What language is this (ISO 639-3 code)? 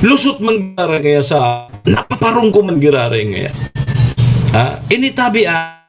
bik